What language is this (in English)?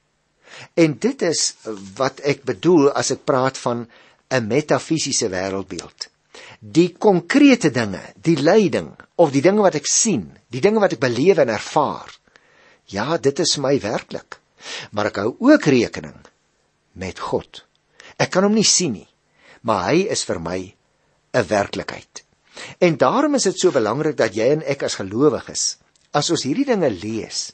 Afrikaans